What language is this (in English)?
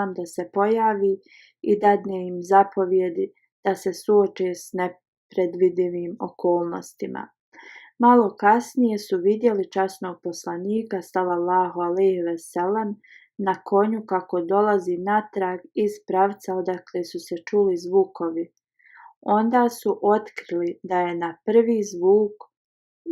Bosnian